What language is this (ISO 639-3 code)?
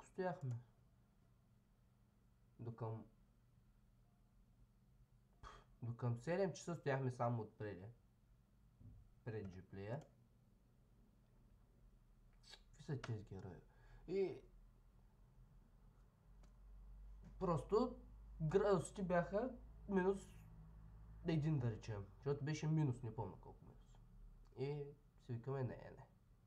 bul